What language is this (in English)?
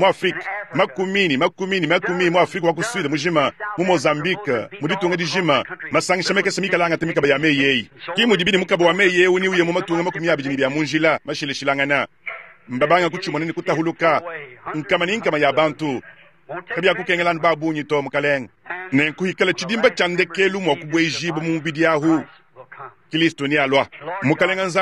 Luba-Lulua